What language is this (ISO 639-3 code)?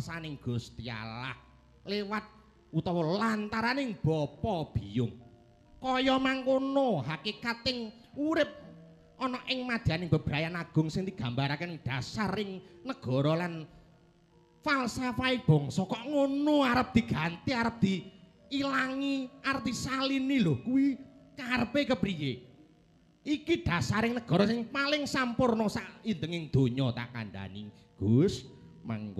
jav